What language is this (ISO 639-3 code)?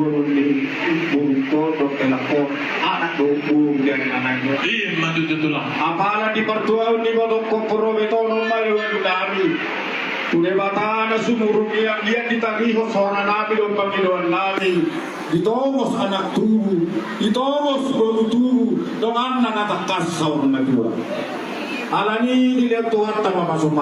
bbc